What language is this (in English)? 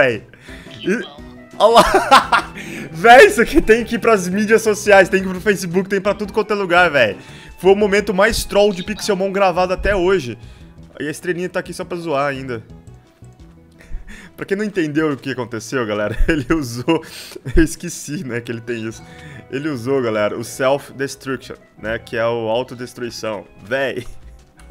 Portuguese